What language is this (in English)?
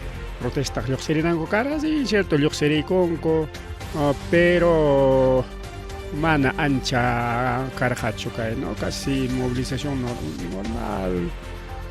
Ayacucho Quechua